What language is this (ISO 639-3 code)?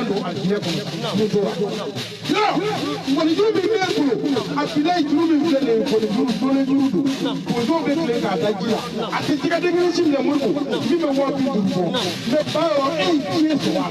bam